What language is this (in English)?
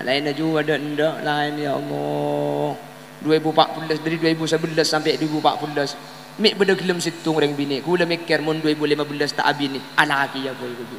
Madurese